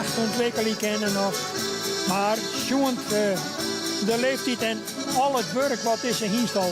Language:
Western Frisian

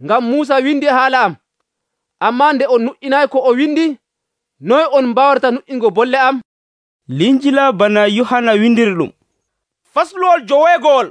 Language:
Nigerian Fulfulde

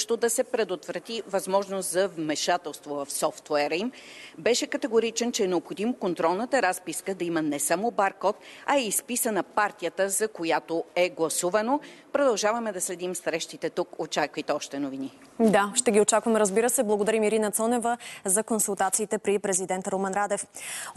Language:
Bulgarian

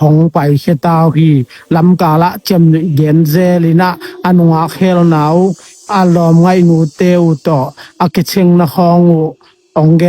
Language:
Tedim Chin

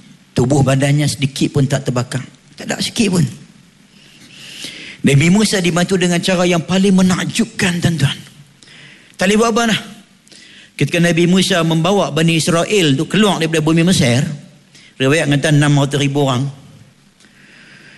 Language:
Malay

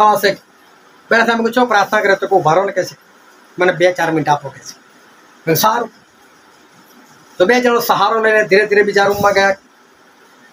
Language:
Gujarati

